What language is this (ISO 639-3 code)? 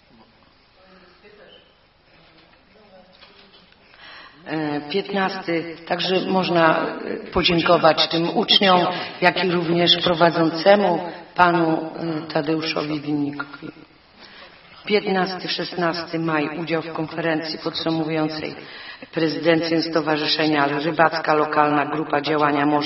pol